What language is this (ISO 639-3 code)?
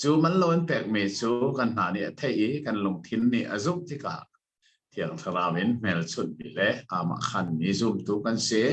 cnh